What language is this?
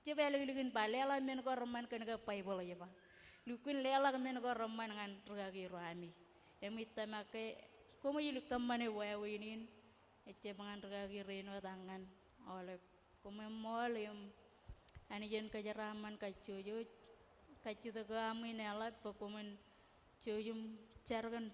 Marshallese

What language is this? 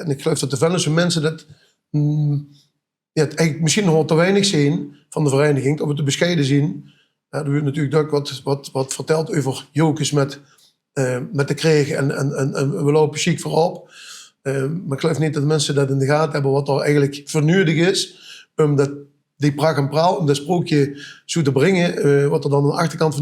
Limburgish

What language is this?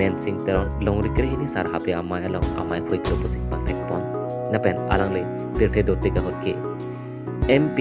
Karbi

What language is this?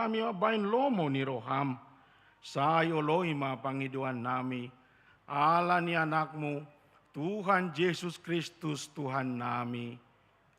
Batak Toba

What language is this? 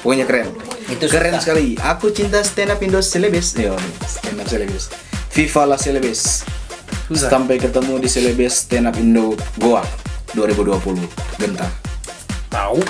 Manado Malay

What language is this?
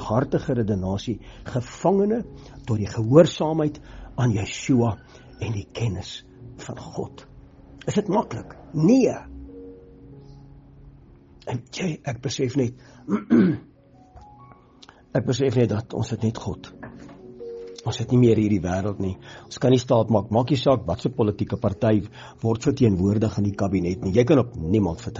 Afrikaans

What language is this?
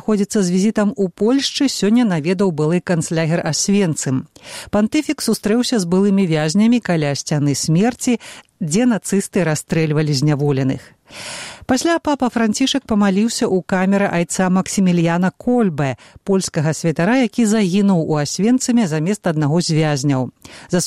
Belarusian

